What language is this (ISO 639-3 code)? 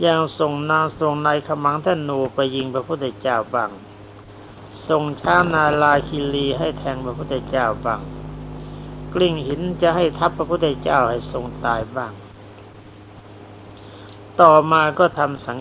tha